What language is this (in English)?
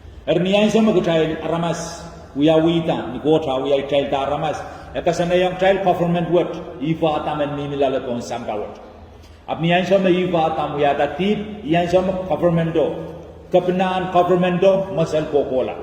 Pohnpeian